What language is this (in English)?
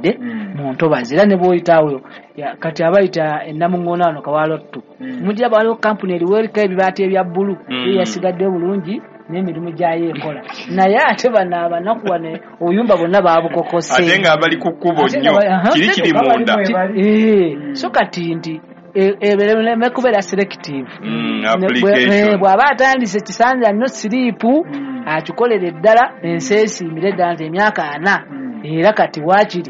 Ganda